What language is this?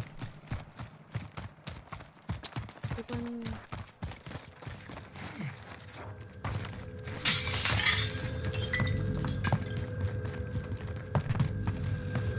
Greek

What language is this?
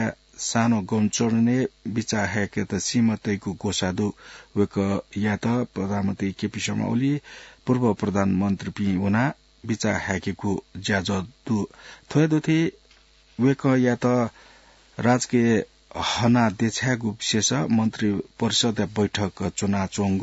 Newari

